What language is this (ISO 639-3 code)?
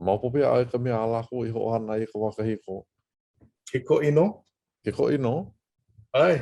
haw